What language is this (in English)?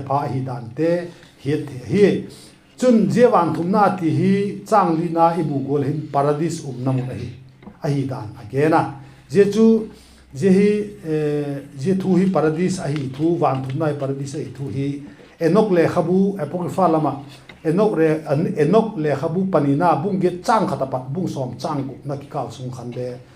Vaiphei